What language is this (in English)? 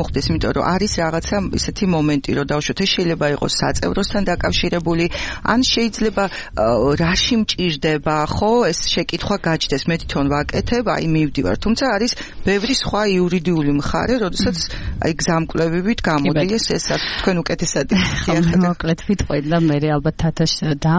Georgian